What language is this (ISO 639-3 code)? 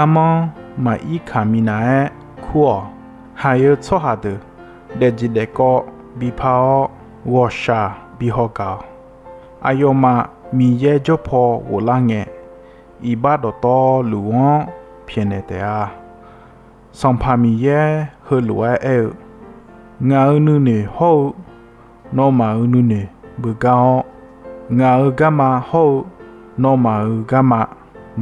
ahk